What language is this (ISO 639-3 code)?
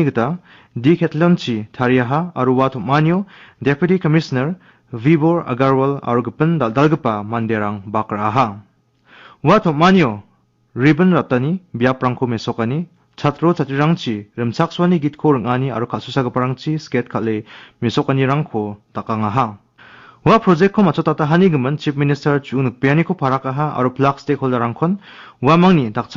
grt